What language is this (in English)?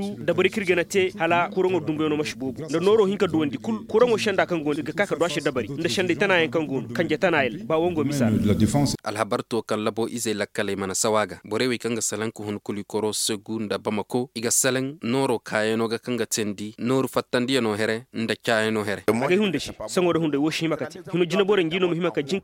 Koyraboro Senni